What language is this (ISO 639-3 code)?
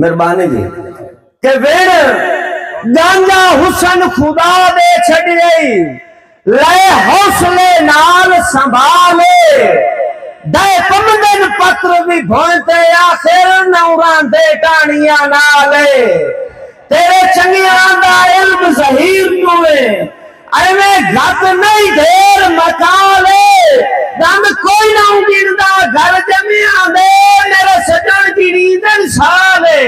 skr